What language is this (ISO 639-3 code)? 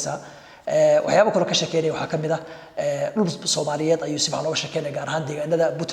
som